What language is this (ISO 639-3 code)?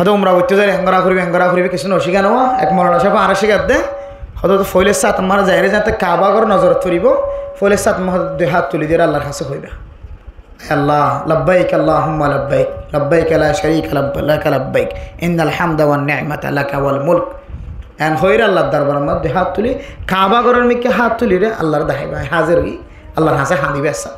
rhg